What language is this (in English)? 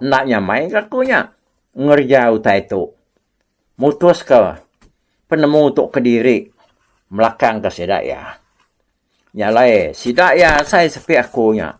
Iban